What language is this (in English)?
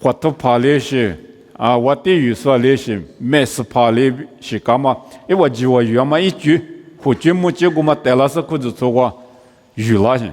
Lisu